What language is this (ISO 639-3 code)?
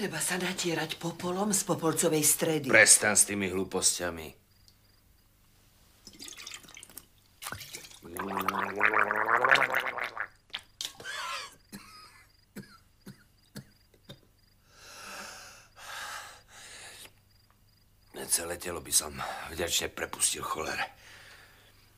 slk